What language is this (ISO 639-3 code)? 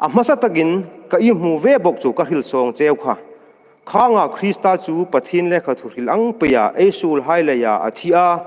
hmr